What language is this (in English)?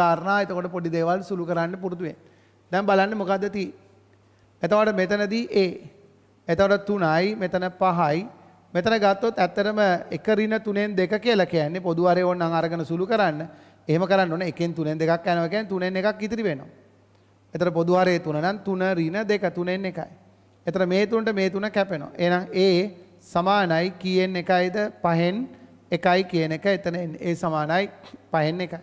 Sinhala